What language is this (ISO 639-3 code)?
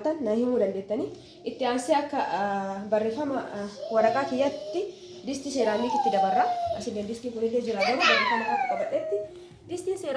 orm